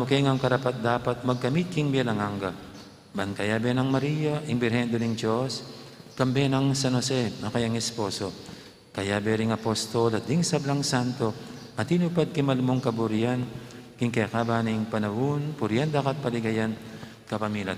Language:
Pampanga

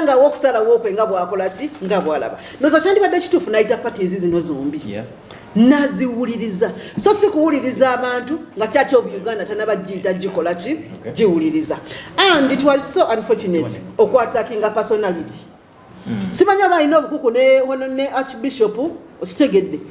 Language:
Ganda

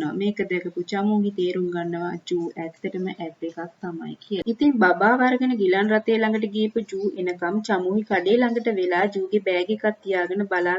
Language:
Sinhala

